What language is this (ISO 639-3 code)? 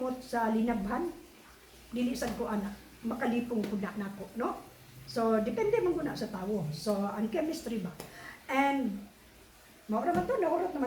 ceb